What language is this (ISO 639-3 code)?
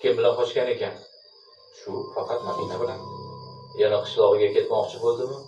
uzb